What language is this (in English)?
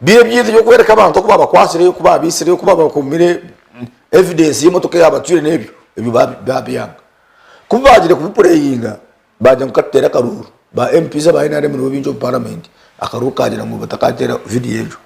Nyankole